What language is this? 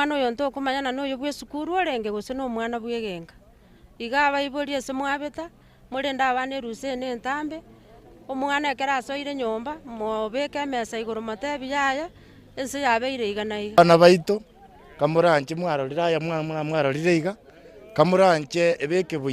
Gusii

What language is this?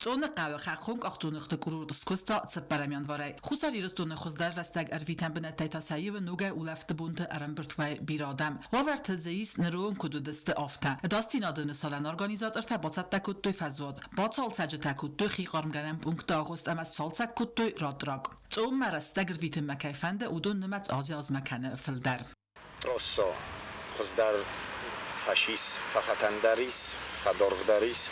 Ossetic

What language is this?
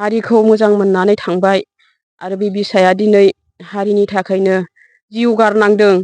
Bodo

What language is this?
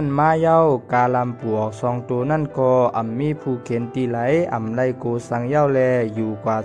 Shan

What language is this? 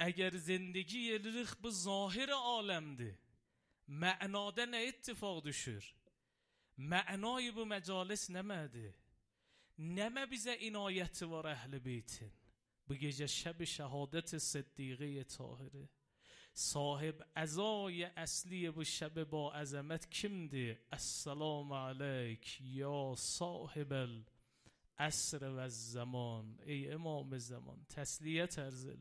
Azerbaijani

